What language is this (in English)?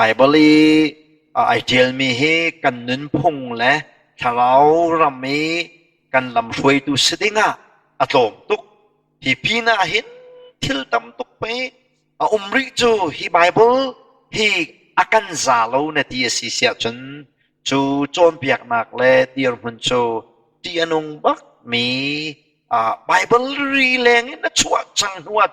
Hakha Chin